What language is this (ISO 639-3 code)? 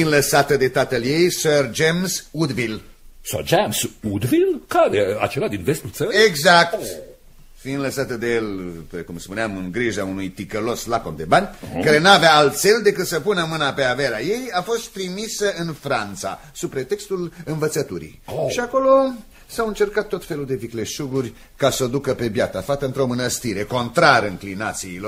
ron